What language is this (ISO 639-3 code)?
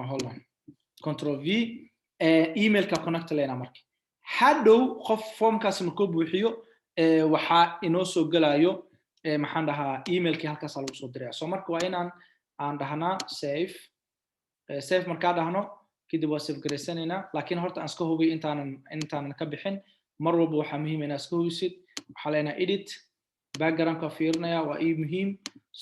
som